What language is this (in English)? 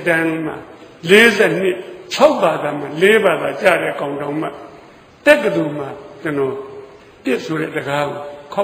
Burmese